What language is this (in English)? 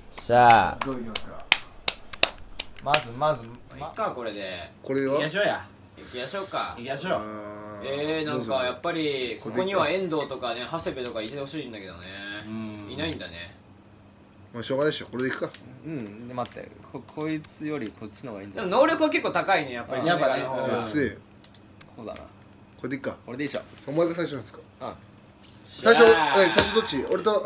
Japanese